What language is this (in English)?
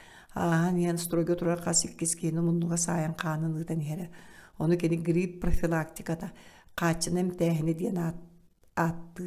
Yakut